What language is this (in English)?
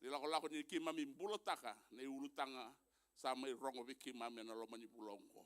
Fijian